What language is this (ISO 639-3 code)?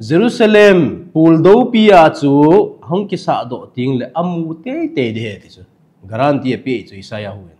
tcz